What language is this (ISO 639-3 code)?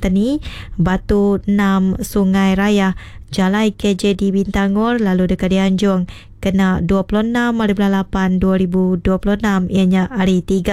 iba